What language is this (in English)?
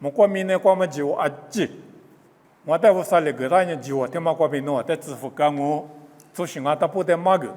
Lisu